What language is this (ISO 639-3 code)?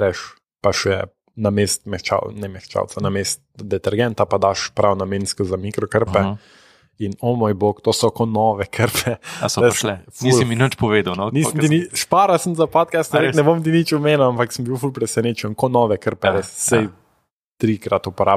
slv